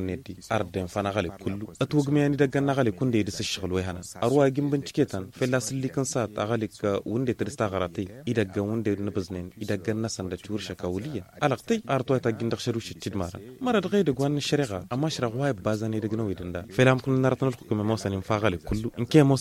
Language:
Hausa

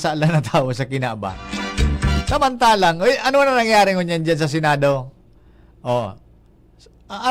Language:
Bikol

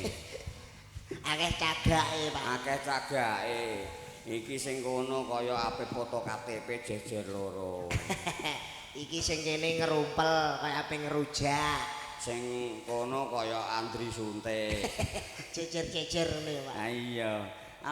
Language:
Javanese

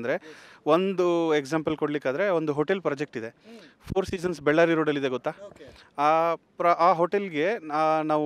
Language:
Kannada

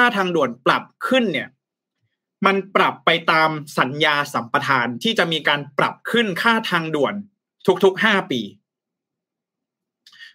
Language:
Thai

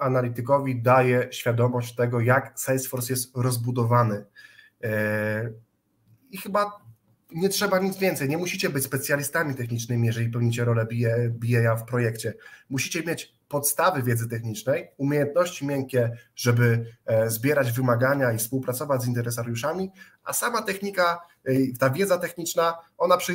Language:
Polish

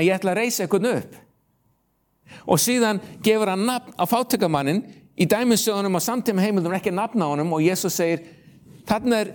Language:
Icelandic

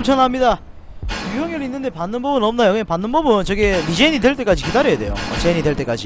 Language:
Korean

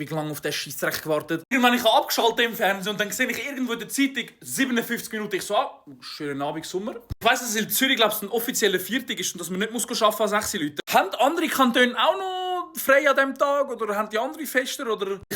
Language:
Swiss German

